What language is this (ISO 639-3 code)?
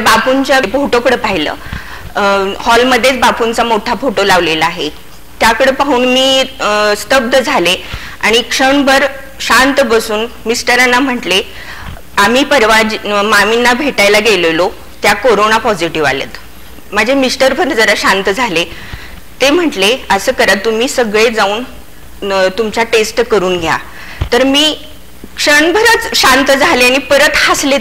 mar